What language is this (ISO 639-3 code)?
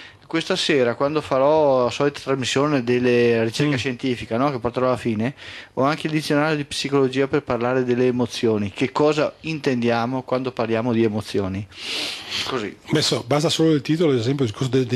ita